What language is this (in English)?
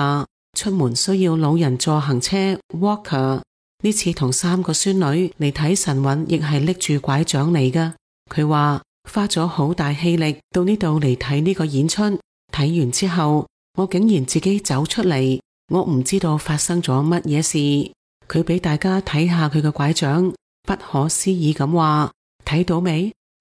Cantonese